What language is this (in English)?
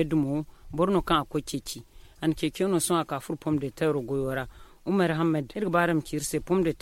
Zarma